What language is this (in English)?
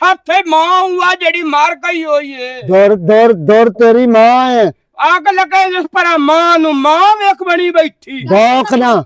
Western Panjabi